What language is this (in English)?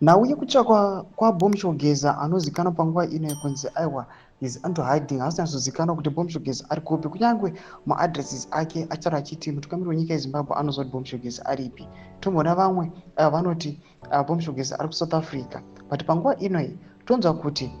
Shona